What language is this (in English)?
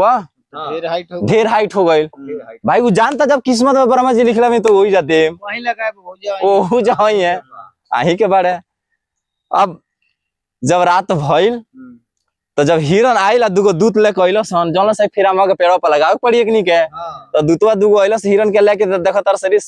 Bhojpuri